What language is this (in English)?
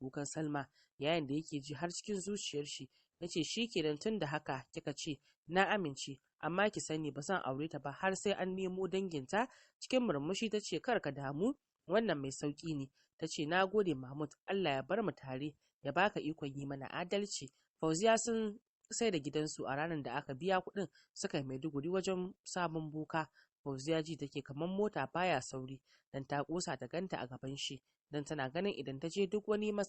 Hausa